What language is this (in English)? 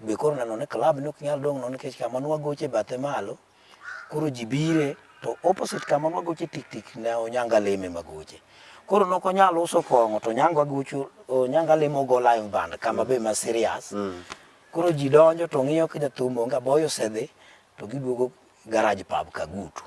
Luo (Kenya and Tanzania)